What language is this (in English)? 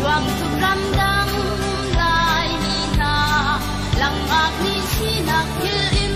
Hakha Chin